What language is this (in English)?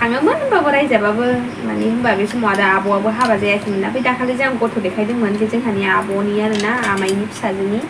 Bodo